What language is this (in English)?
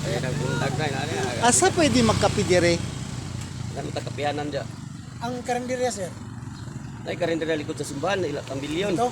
Cebuano